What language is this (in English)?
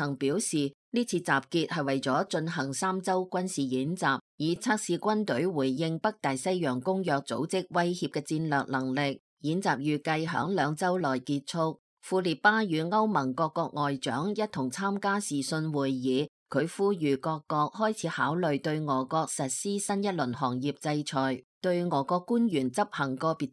Cantonese